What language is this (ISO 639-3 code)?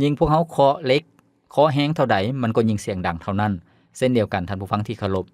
lao